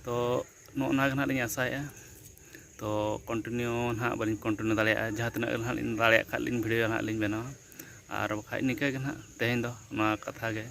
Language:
Santali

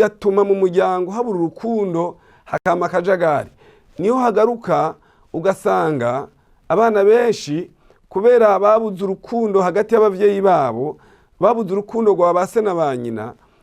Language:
Rundi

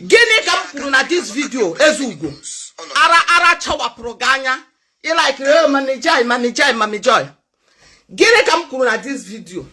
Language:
Igbo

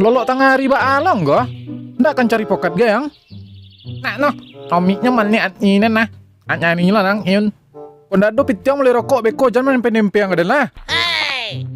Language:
Minangkabau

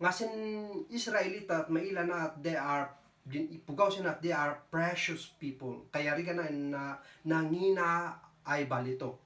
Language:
Kankanaey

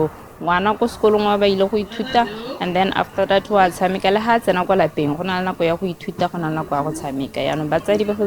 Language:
Tswana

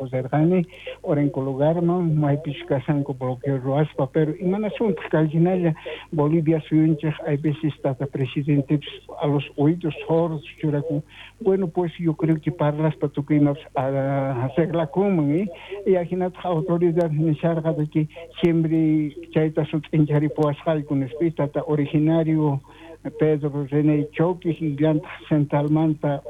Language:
South Bolivian Quechua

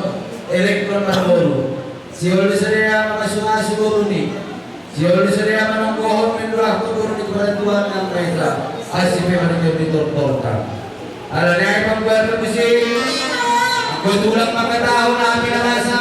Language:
Batak Simalungun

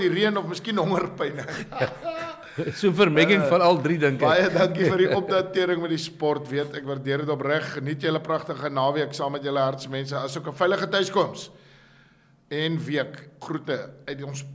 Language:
Afrikaans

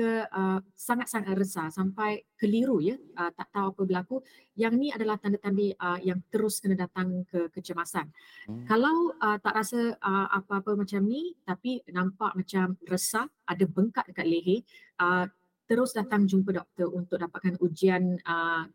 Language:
Malay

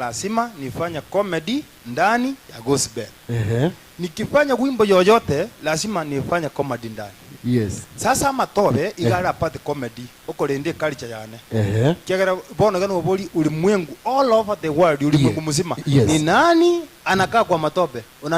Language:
Gusii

